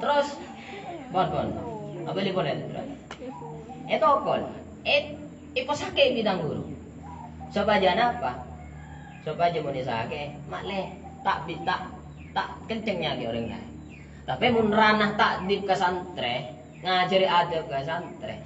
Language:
Madurese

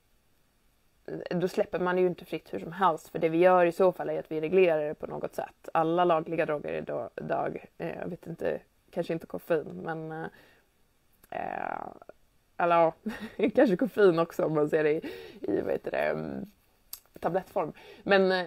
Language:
Swedish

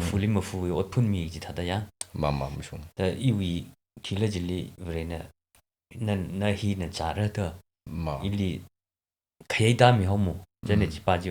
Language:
Tangkhul Naga (India)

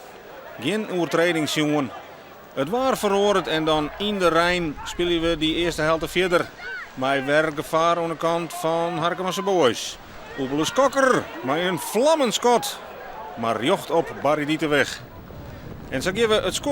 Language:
Western Frisian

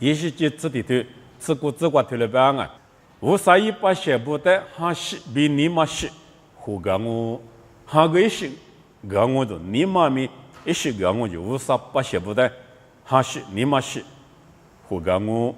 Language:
Lisu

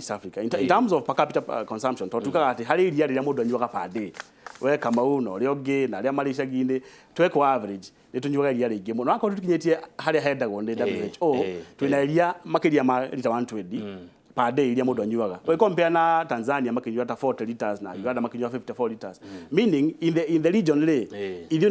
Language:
Kikuyu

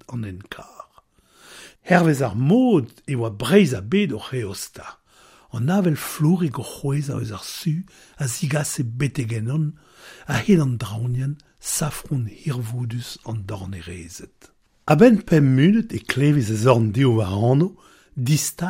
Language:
Breton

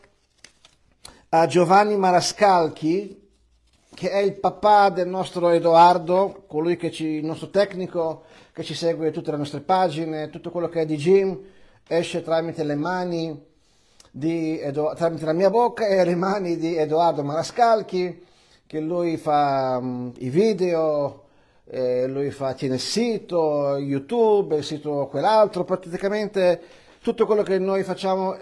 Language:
Italian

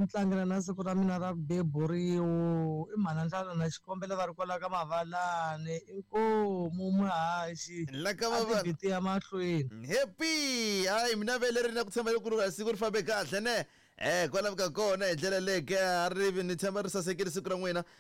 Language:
Tsonga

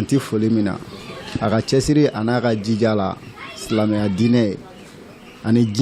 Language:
Bambara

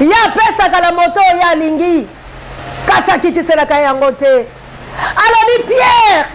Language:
Lingala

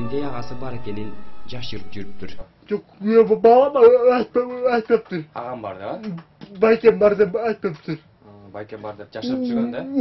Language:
Kyrgyz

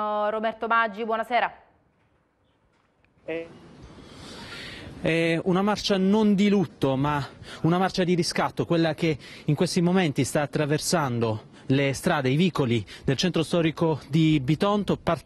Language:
Italian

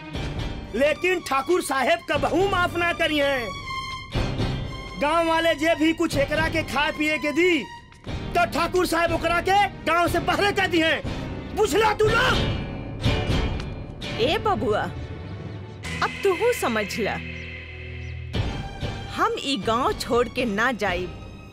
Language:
Bhojpuri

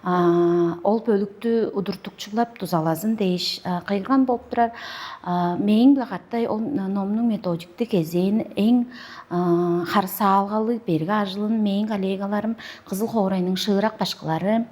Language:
Tuvinian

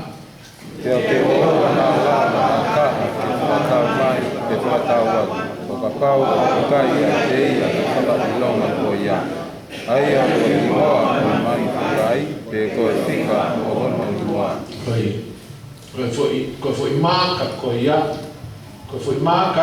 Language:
Tongan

